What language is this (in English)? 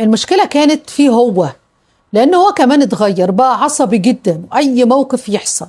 Egyptian Arabic